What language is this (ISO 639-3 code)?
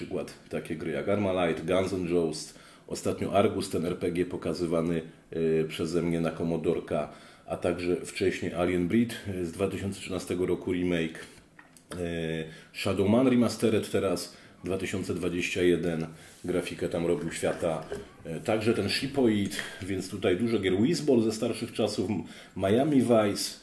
pol